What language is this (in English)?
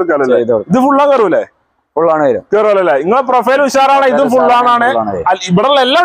Malayalam